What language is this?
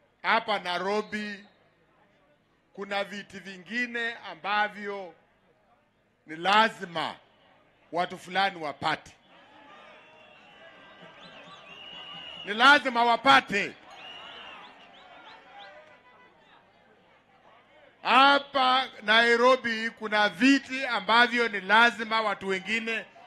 Swahili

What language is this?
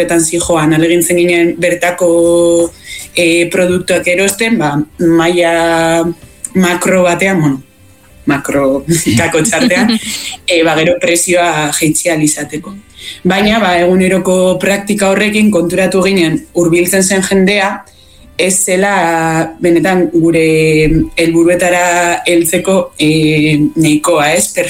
Basque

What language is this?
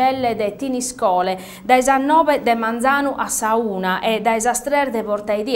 Sardinian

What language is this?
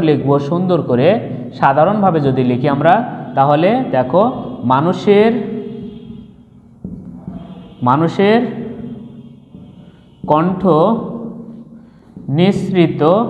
Bangla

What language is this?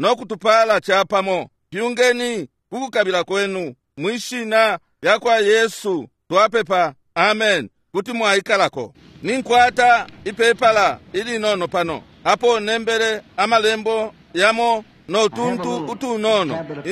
Bemba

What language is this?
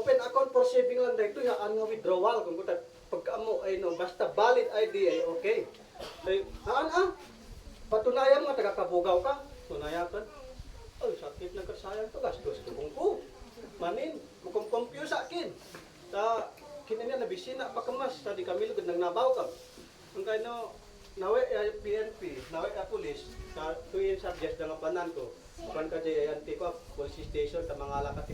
Isnag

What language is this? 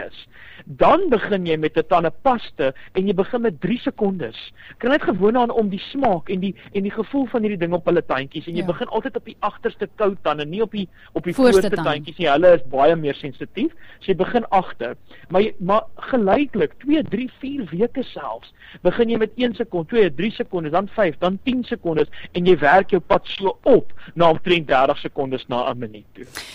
Afrikaans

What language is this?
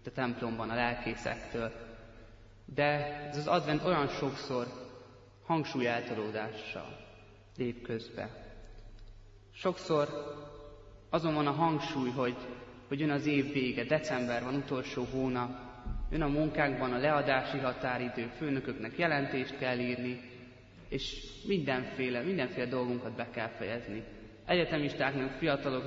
Hungarian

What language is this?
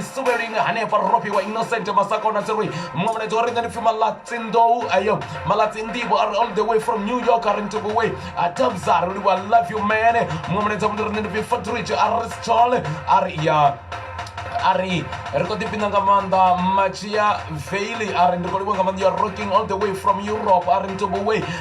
Venda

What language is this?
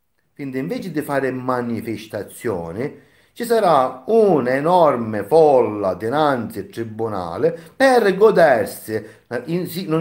Italian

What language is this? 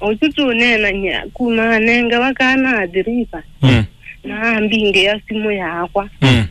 Kamba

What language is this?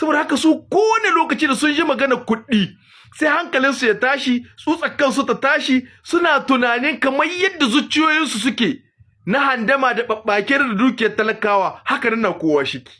Hausa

